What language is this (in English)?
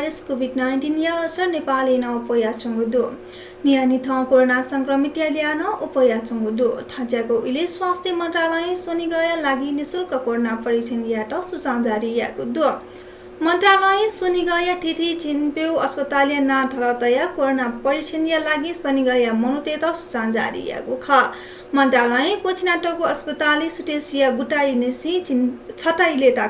Newari